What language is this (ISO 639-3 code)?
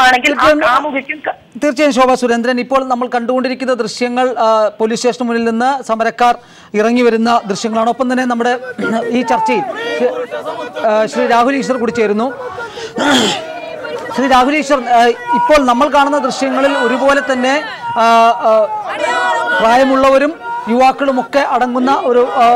mal